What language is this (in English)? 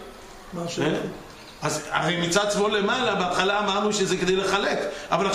Hebrew